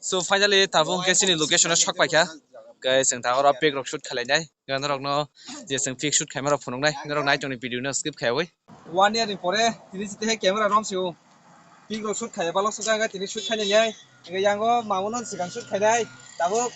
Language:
Kok Borok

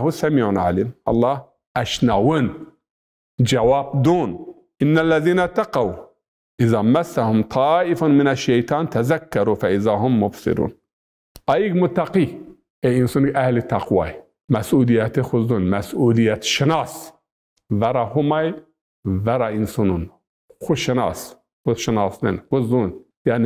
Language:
Zaza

